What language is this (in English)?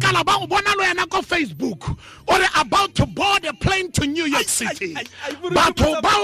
Tswana